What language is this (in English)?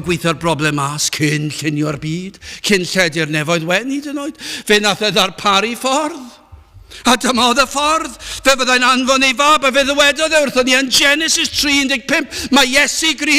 Welsh